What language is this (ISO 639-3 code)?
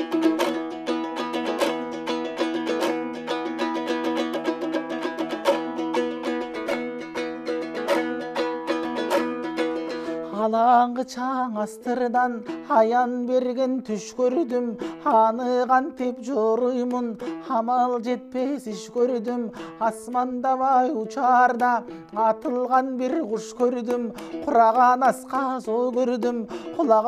kir